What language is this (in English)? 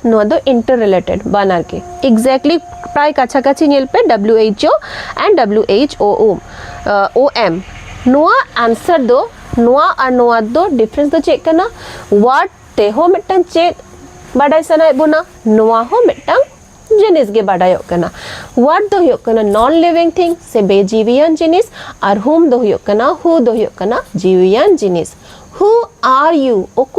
Santali